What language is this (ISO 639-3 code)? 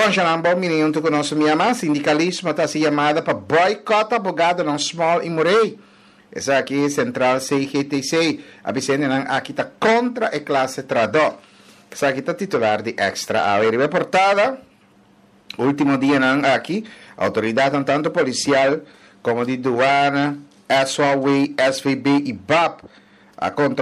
pap